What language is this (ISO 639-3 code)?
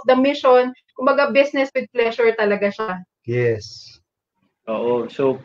fil